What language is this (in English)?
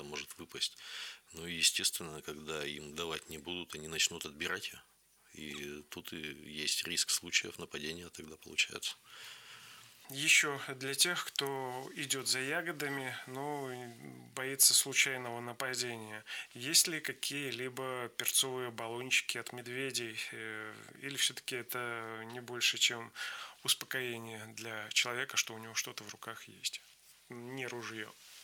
Russian